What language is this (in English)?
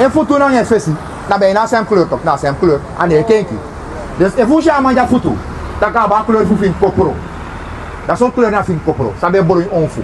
Sranan Tongo